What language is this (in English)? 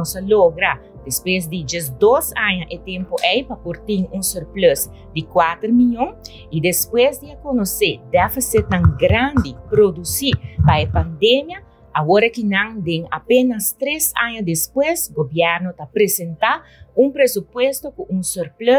Papiamento